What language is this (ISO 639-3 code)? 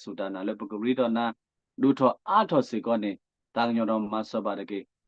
ksw